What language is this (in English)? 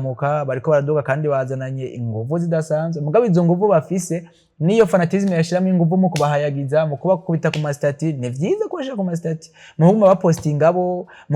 Rundi